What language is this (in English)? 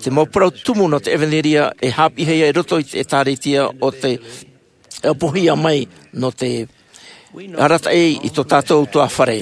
Tahitian